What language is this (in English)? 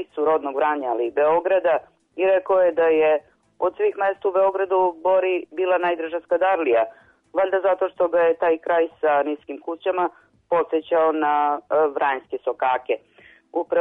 Serbian